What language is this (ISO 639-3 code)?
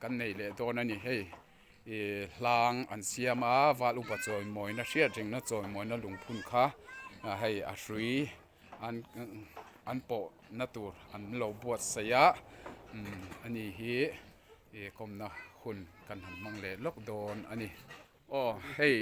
hmr